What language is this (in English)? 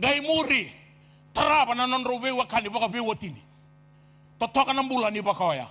Fijian